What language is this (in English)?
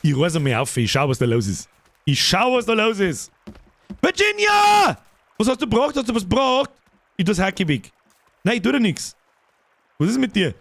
Bavarian